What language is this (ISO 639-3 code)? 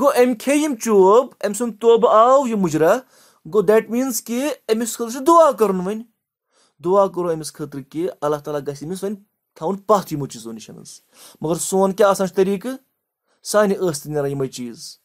kas